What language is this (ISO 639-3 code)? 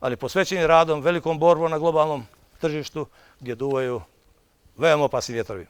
bos